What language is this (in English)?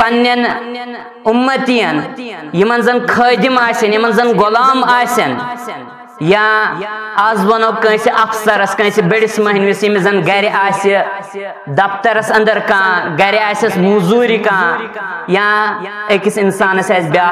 Kashmiri